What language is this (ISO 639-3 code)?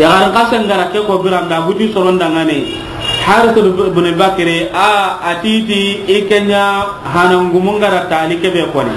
snk